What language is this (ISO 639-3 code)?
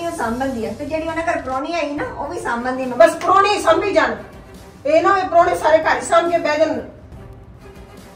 pan